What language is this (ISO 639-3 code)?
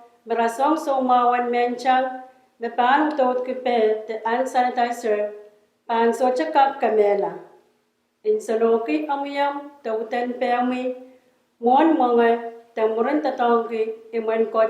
pon